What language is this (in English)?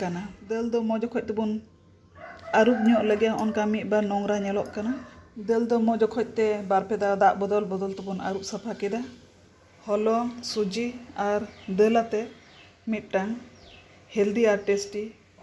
Santali